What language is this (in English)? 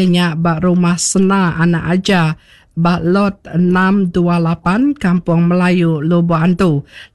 Iban